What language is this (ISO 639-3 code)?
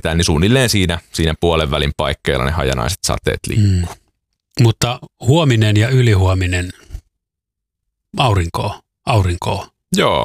fin